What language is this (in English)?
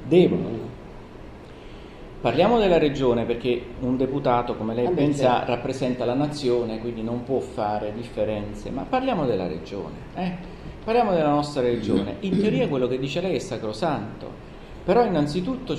Italian